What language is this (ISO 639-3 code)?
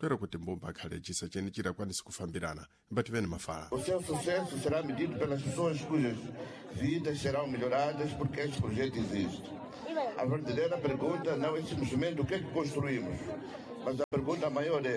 seh